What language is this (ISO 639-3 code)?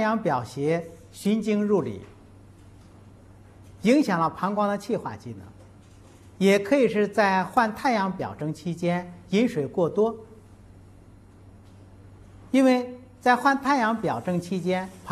zho